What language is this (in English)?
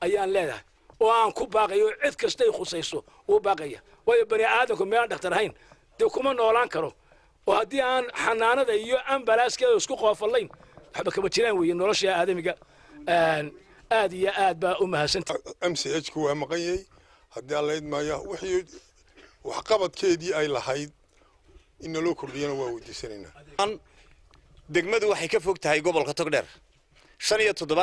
Somali